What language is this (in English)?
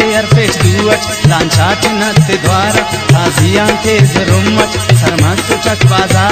Brahui